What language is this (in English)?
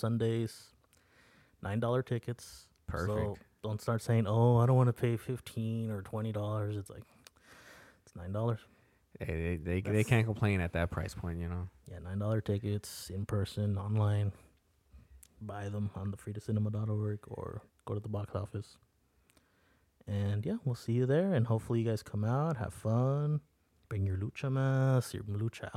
English